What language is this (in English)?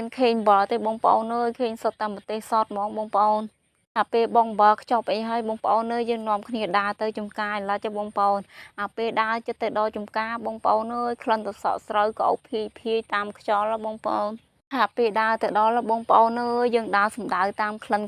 Khmer